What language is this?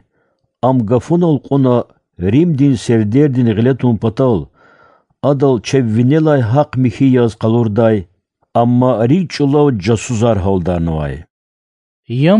Lezghian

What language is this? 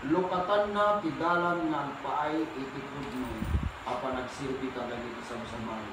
Iloko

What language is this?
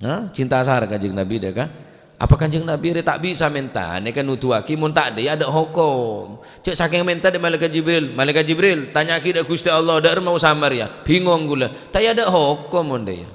Madurese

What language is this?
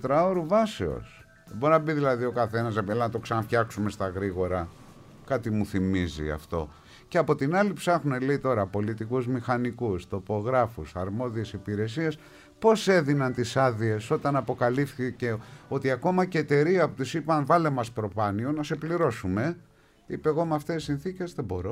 Greek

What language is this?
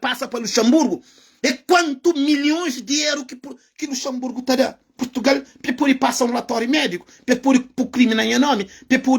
Kabuverdianu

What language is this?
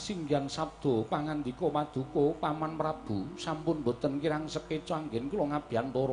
Javanese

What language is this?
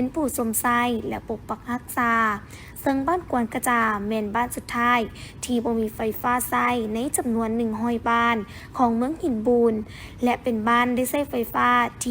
Lao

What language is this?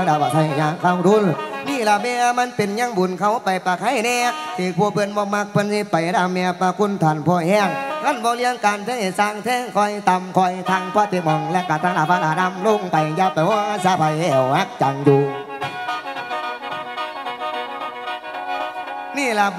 Northeastern Thai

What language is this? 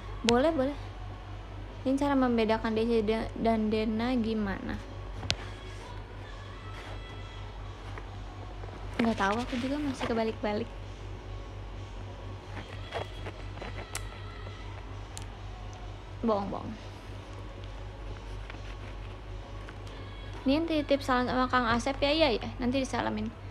Indonesian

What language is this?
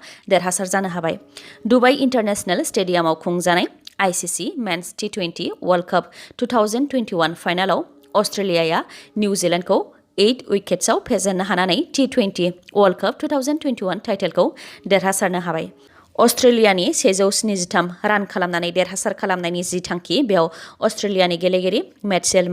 Bodo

